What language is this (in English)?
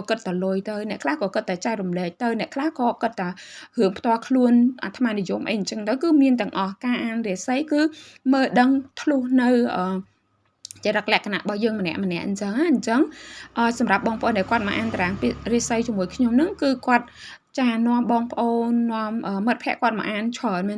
Khmer